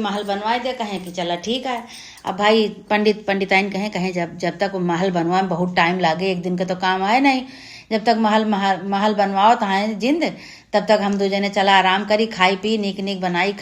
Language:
Awadhi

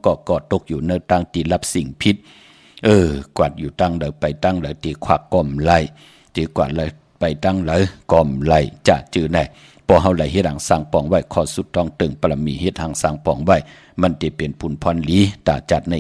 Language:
Shan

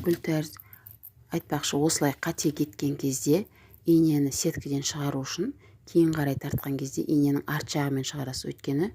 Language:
Kazakh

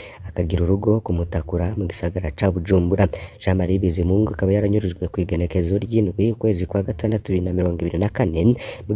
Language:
Rundi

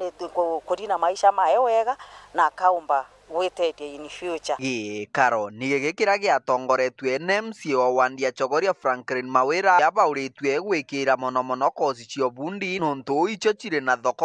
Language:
Meru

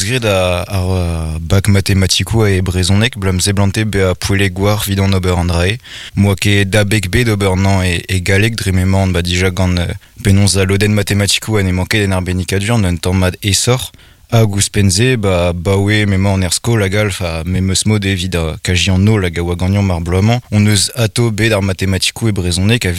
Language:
Breton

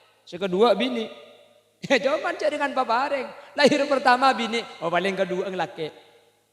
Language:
Madurese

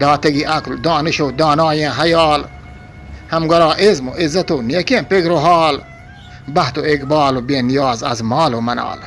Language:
Eastern Balochi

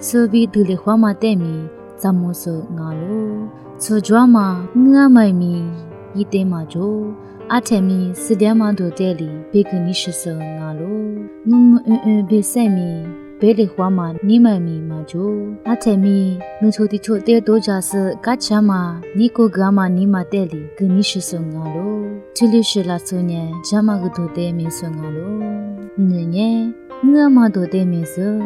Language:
Lisu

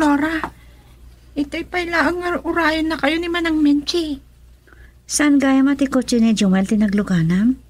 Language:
Iloko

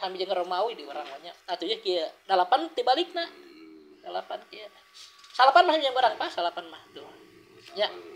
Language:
Sundanese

